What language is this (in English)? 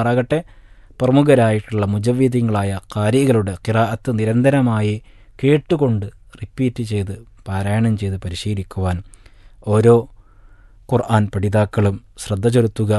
Malayalam